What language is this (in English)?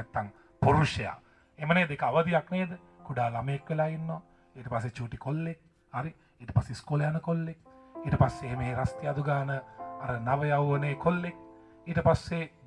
Sinhala